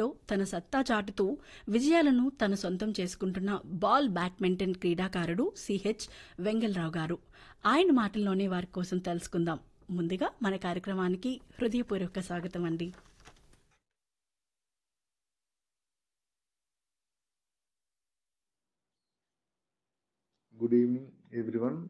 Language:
Telugu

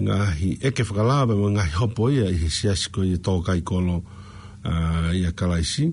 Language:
Tongan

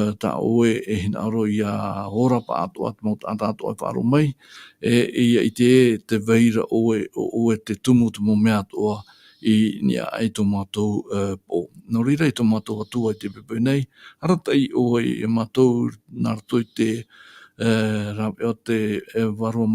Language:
Tahitian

